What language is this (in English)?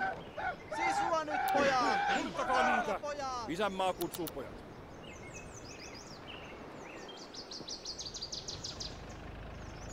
Finnish